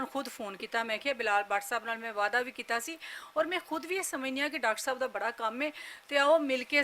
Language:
Western Panjabi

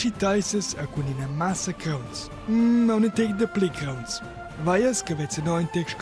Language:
Romansh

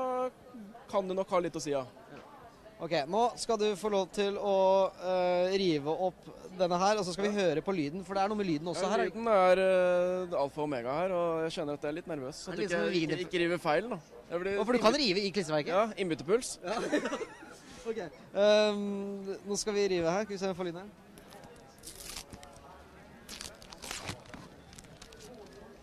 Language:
Norwegian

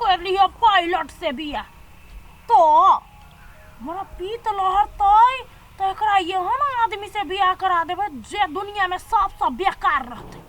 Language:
Maithili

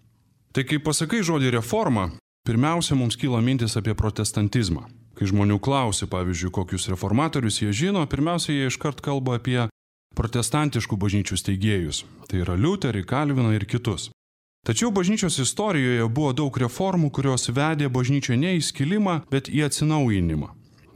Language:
Lithuanian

